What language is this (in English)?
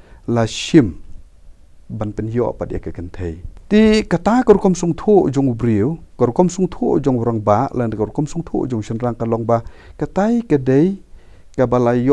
Khasi